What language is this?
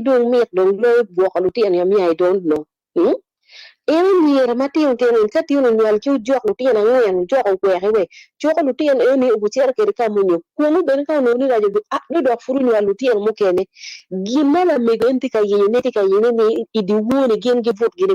Acoli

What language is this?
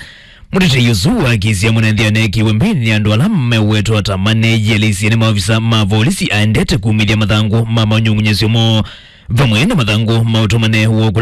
Kamba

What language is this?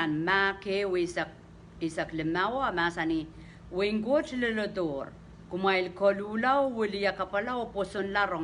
Pohnpeian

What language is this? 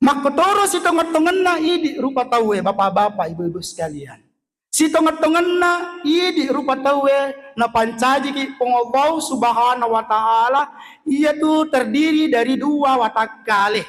Buginese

